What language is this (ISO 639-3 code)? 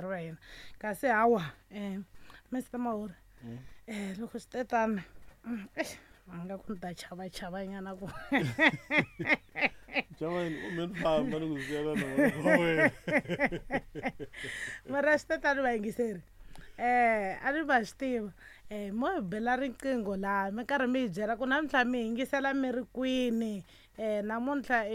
tso